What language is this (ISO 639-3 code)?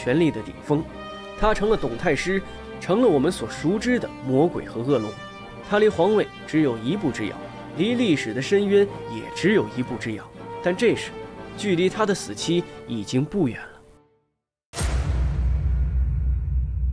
zho